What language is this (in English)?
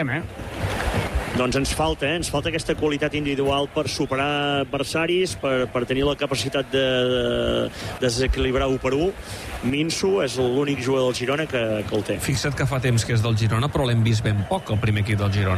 Catalan